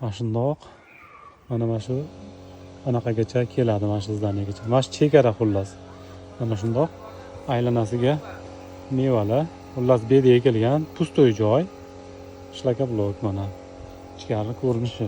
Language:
Uzbek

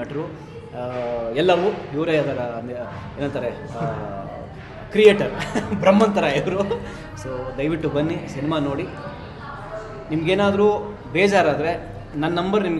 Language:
Kannada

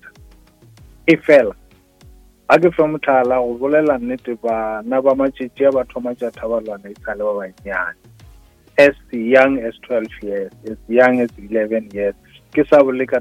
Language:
Northern Sotho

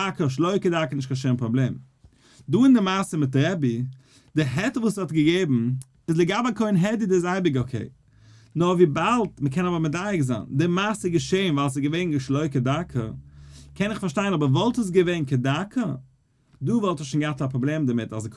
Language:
Yiddish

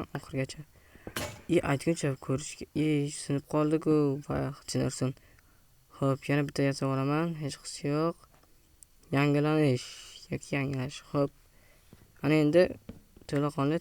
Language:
Uzbek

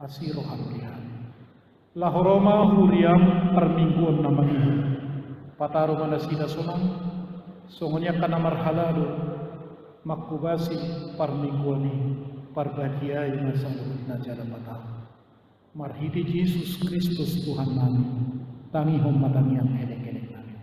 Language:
Batak Toba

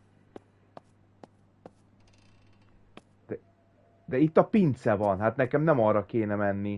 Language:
Hungarian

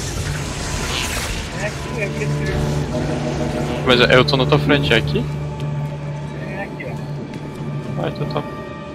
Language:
Portuguese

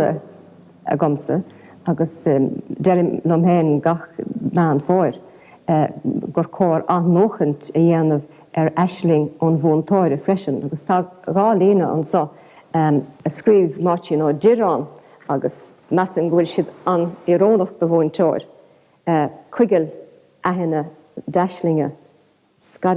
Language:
Irish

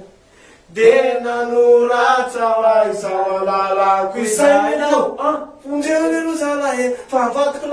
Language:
Malagasy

